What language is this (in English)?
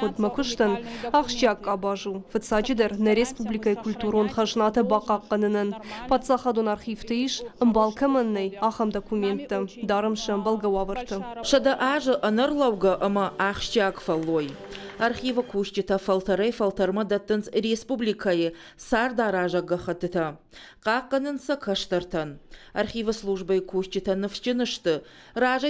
Ossetic